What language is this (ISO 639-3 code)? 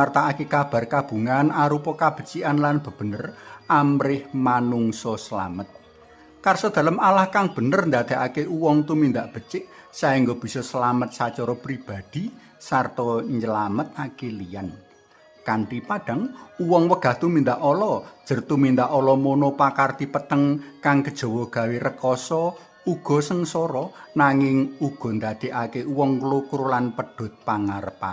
jav